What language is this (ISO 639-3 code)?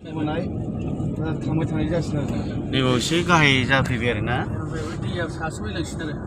brx